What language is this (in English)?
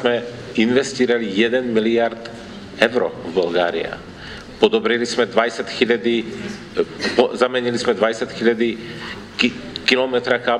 Bulgarian